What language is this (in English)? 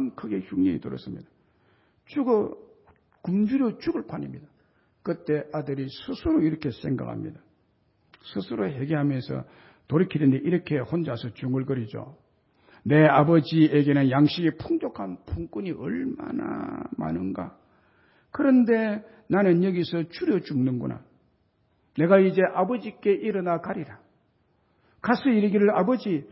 Korean